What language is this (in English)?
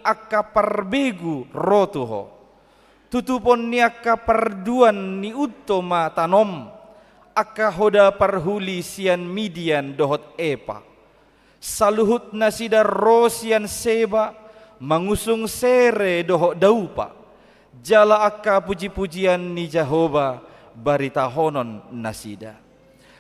Batak Toba